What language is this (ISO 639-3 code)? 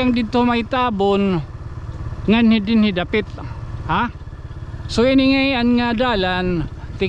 war